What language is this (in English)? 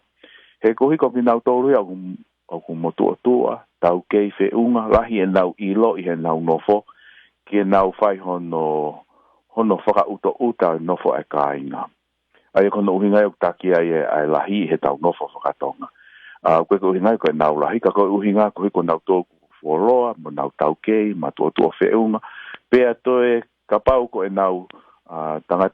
Tongan